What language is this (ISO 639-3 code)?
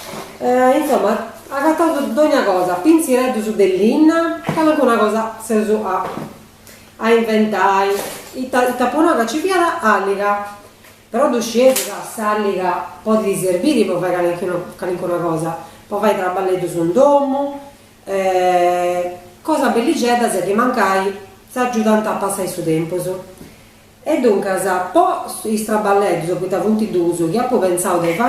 srd